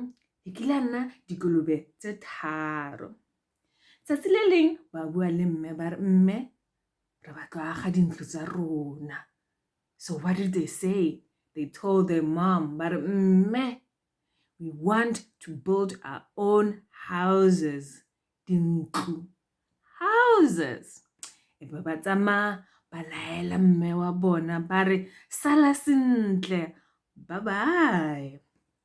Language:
Tswana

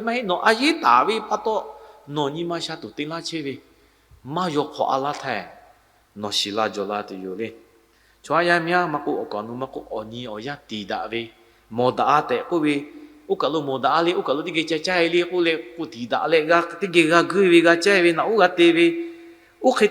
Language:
Lahu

